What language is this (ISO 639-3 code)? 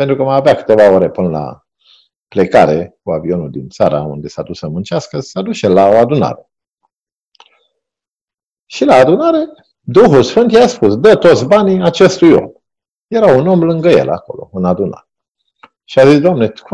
ron